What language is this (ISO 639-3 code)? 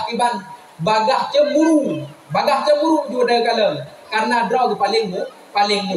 ace